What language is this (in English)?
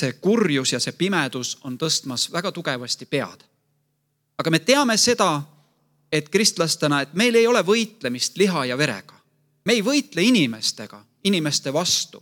Estonian